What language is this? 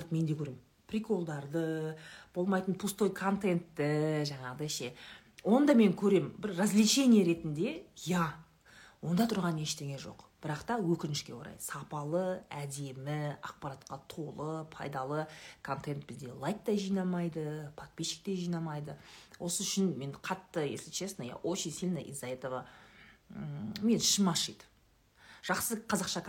Kazakh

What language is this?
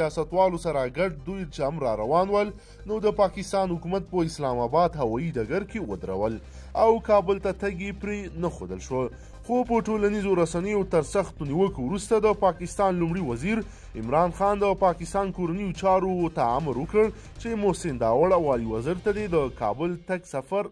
Pashto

